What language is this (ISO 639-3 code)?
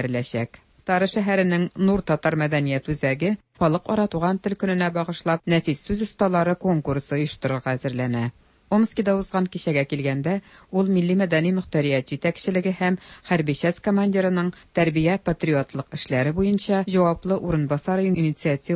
tat